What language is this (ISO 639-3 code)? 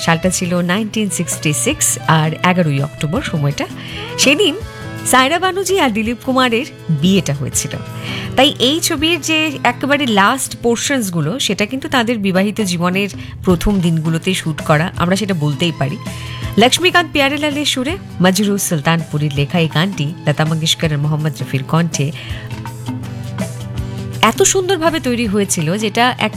ben